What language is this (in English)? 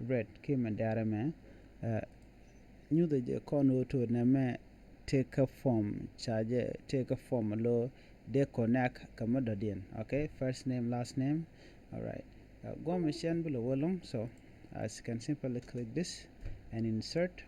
Nuer